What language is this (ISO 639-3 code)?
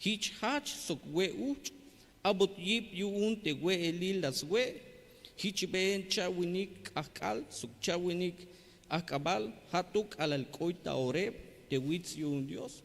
tzh